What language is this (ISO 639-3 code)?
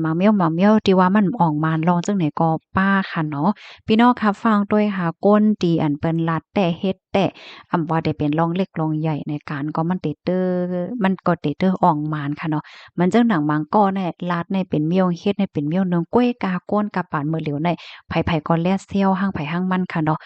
shn